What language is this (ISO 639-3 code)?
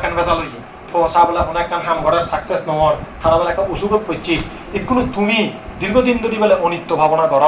ccp